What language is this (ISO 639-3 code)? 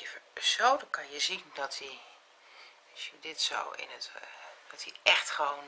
nld